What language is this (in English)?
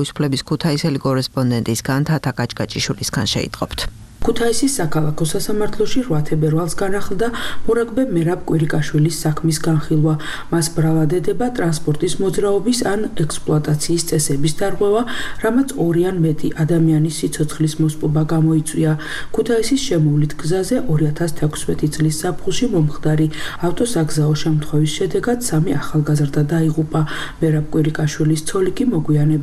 Georgian